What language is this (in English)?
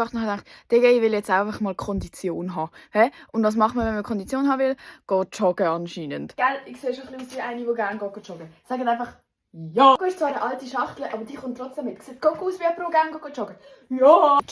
Swiss German